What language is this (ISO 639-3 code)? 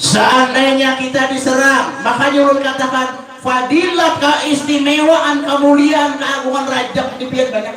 bjn